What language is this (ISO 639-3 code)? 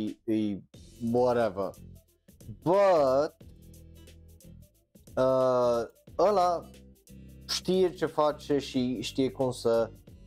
ron